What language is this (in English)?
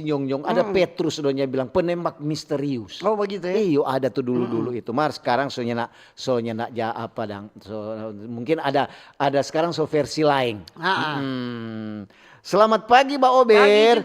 Manado Malay